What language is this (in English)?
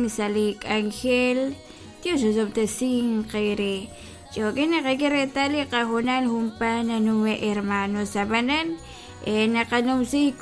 Kekchí